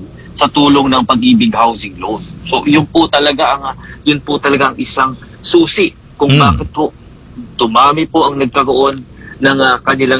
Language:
Filipino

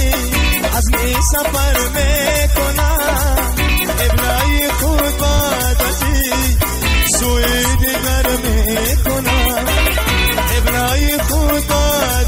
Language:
Persian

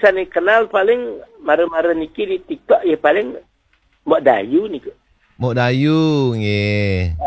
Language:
Balinese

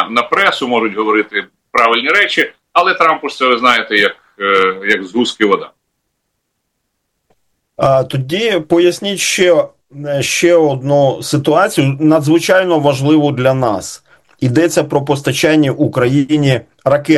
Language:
Ukrainian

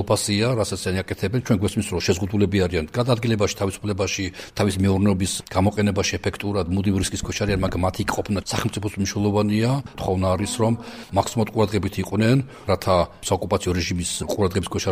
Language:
Georgian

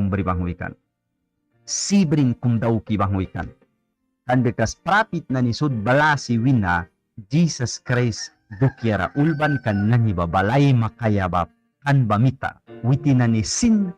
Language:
Mískito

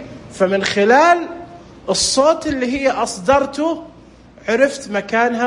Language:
Najdi Arabic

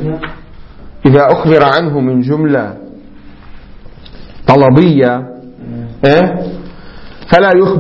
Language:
Arabic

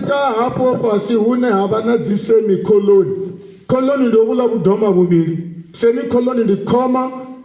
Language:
Venda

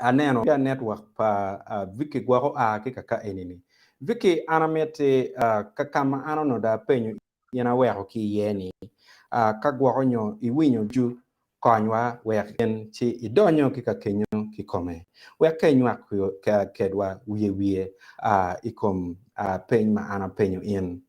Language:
Acoli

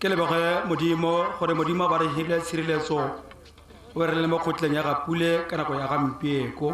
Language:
Tswana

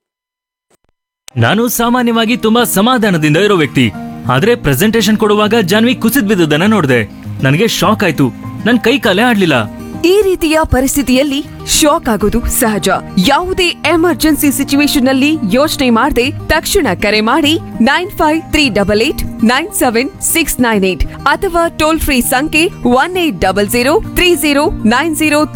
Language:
Kannada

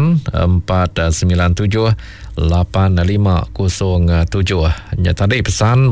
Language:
Iban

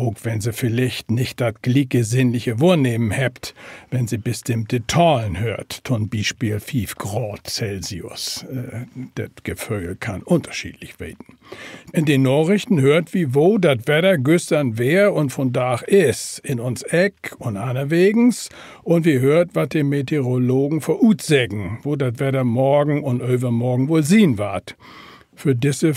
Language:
Low German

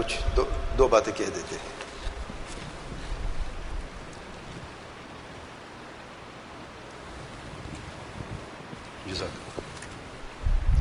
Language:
Urdu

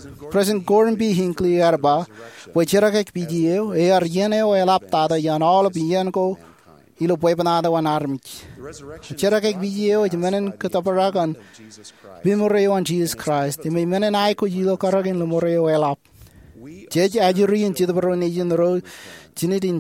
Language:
Marshallese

